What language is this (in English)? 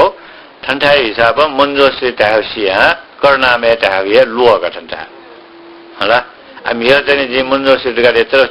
Newari